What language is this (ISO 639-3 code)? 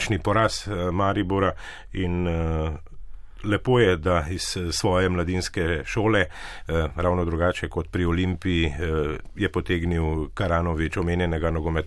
slv